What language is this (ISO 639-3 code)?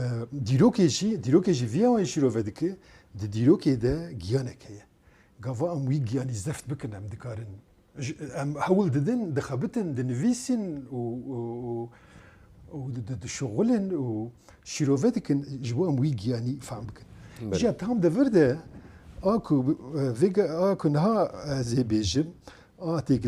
kur